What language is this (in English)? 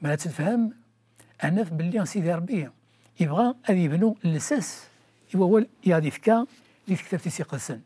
Kabyle